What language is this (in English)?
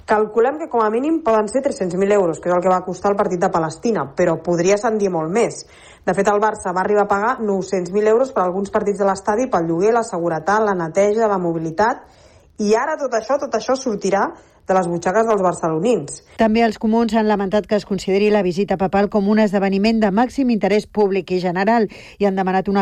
Catalan